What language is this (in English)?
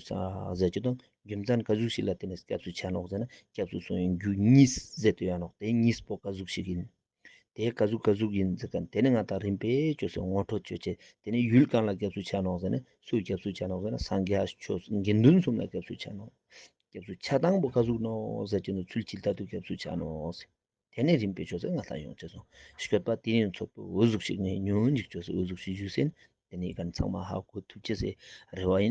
Ladakhi